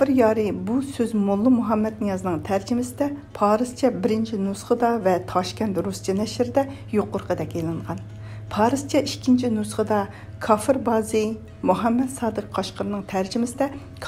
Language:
Uyghur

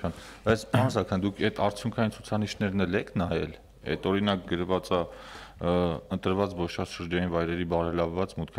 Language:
Armenian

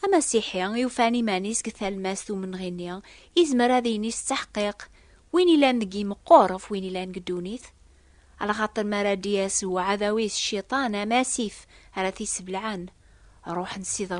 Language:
Kabyle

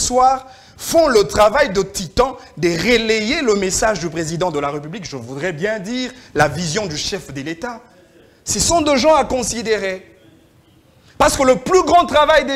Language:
French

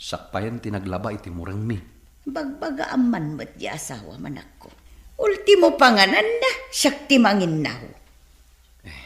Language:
Iloko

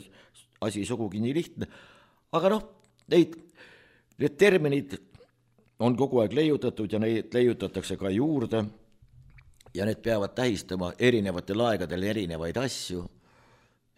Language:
Estonian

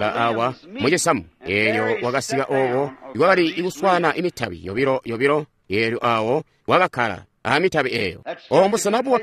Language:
Tonga (Zambia)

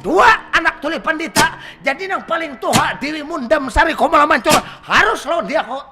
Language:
Banjar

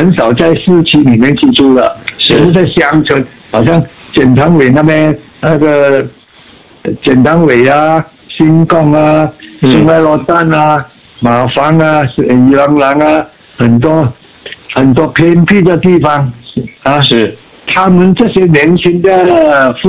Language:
Chinese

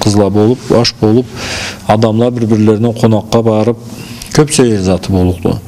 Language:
Karachay-Balkar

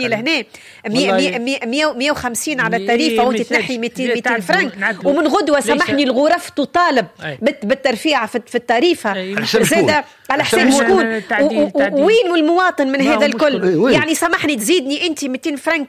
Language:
Tunisian Arabic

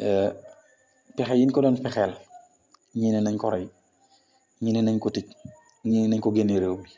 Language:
Wolof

